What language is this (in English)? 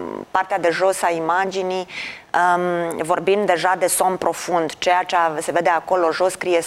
Romanian